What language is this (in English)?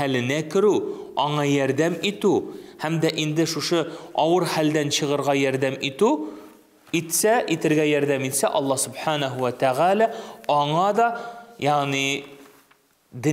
Tatar